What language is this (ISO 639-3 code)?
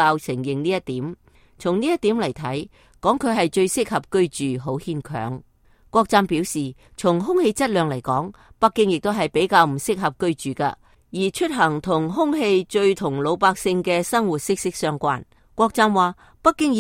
yue